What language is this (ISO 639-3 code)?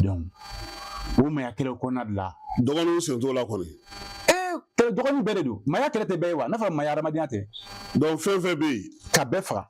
bam